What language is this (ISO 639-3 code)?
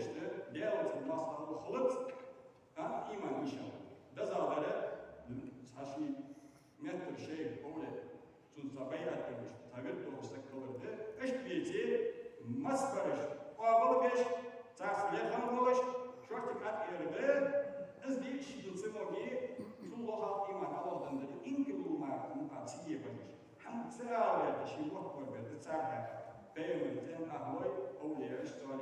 inh